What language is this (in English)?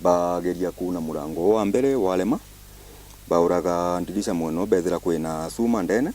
Meru